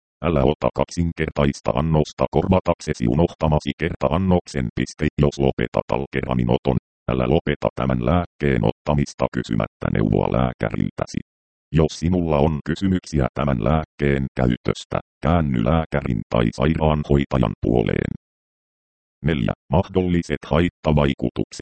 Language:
Finnish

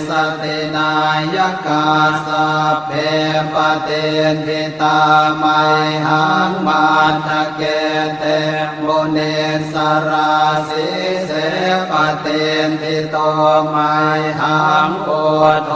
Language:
Pali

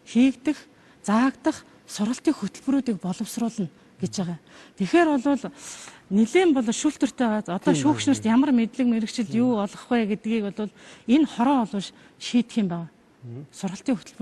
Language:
Mongolian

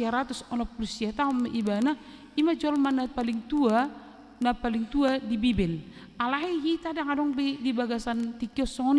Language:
Batak Toba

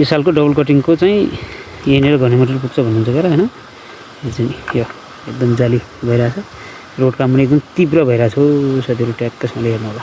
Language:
Nepali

